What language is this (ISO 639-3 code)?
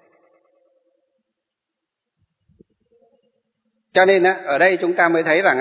vie